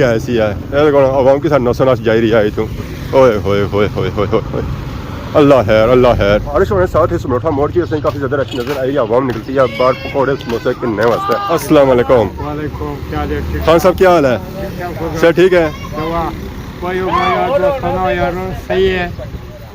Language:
Pahari-Potwari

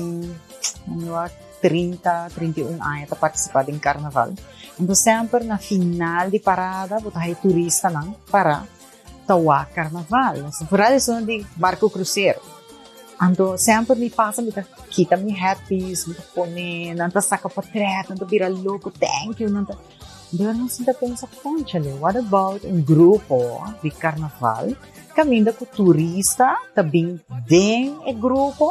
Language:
Papiamento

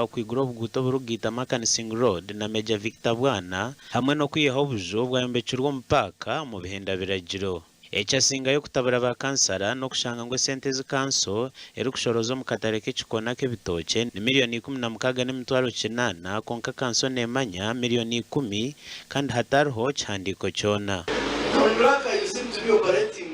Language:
Nyankole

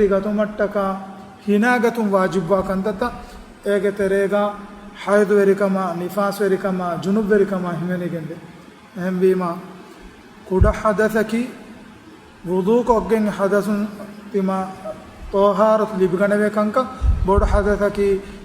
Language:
Divehi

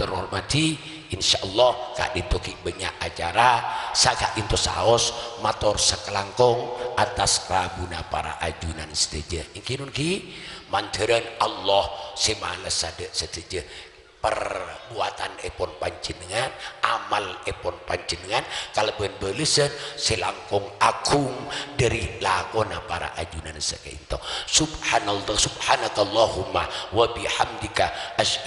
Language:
Madurese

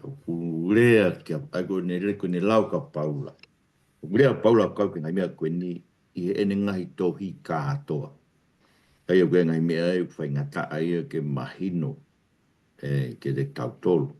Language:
Tongan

